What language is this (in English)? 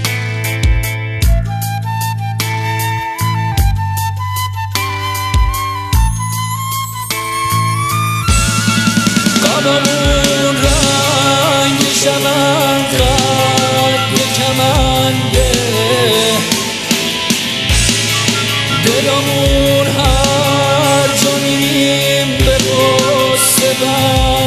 Persian